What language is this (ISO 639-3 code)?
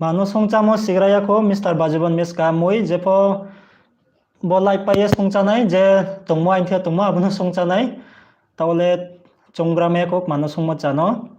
ria